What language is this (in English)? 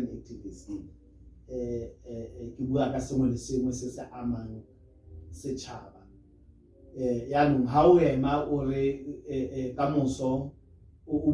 Tswana